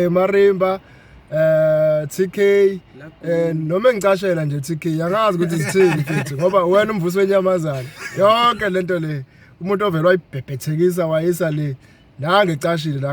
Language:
Zulu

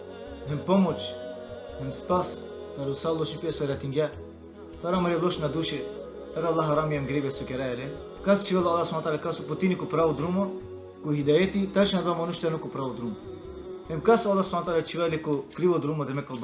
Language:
Balkan Romani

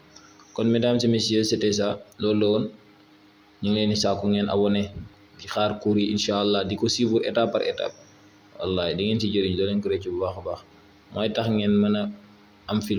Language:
Wolof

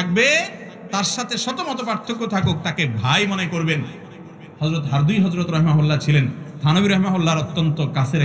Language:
Bangla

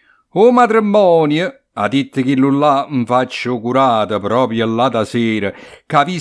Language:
Neapolitan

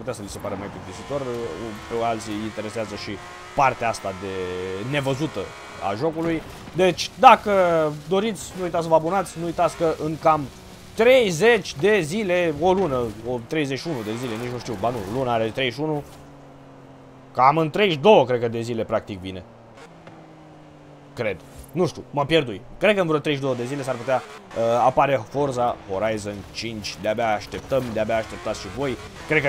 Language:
Romanian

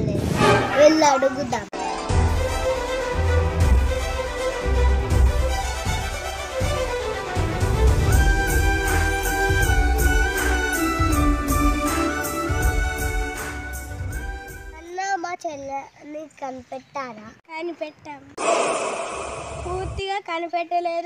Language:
Telugu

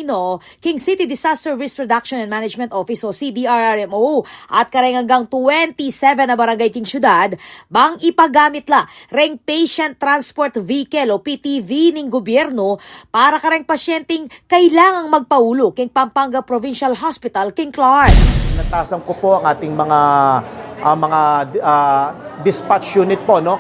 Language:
Pampanga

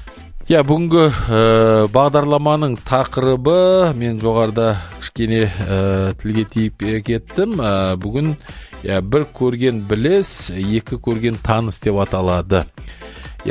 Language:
Kazakh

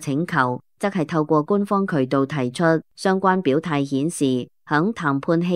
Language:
Cantonese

